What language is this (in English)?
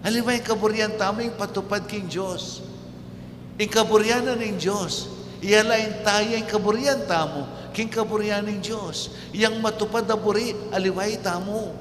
Pampanga